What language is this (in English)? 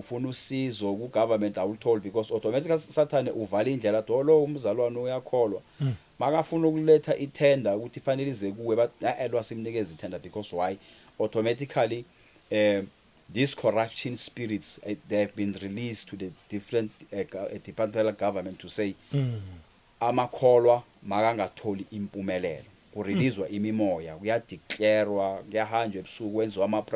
Zulu